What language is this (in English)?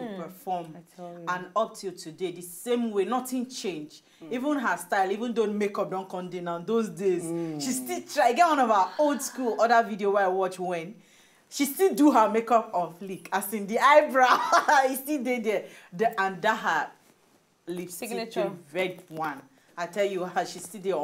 Nigerian Pidgin